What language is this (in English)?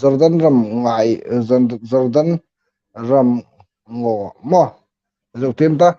Hmar